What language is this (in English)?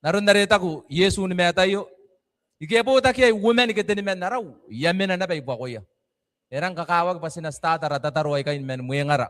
Gilbertese